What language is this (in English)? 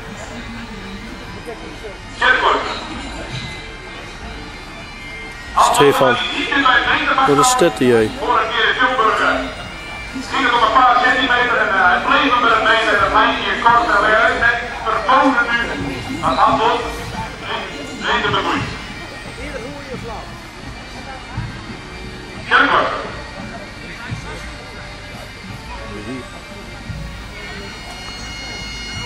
Dutch